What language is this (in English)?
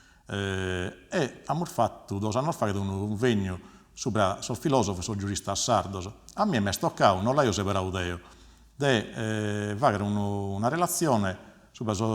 Sardinian